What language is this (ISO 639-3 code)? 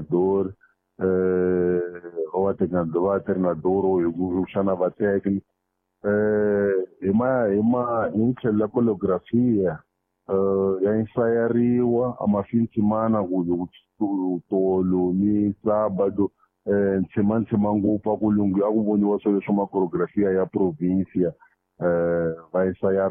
tso